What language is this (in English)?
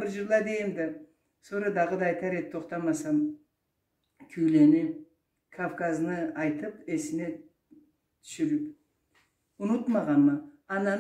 Karachay-Balkar